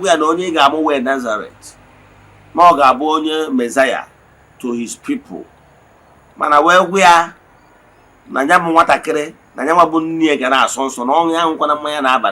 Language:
Igbo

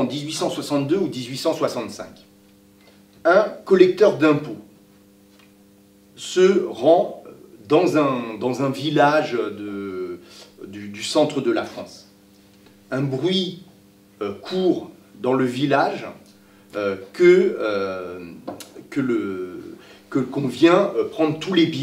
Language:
French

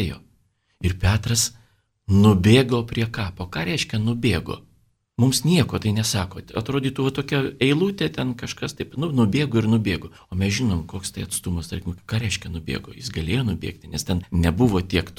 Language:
Lithuanian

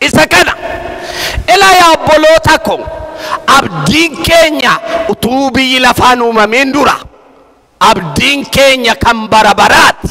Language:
Oromo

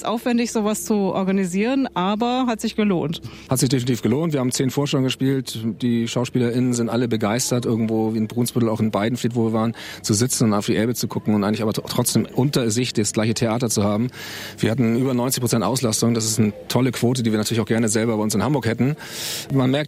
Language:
German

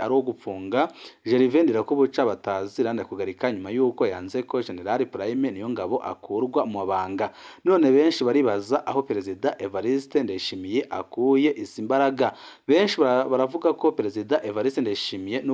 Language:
Rundi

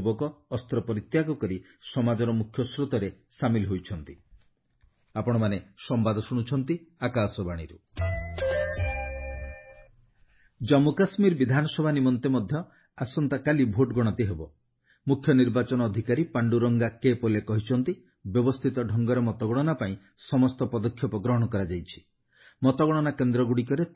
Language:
Odia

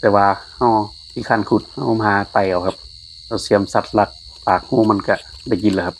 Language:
Northeastern Thai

